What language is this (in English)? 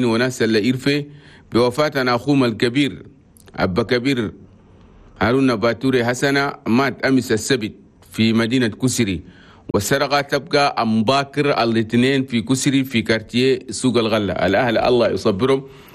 Chadian Arabic